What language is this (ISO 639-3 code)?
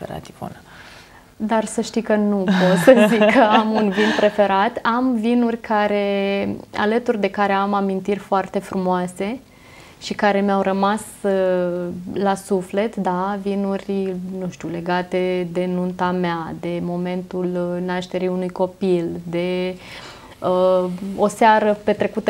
ron